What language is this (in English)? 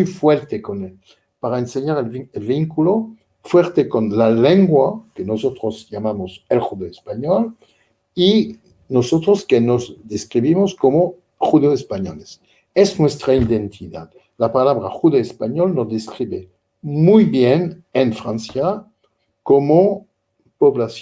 Ladino